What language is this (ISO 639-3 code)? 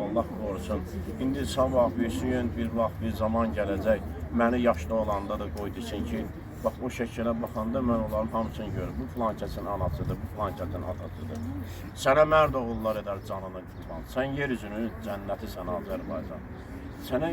aze